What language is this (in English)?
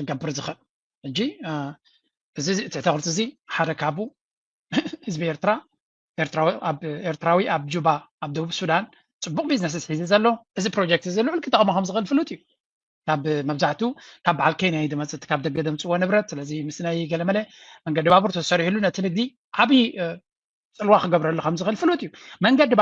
Tigrinya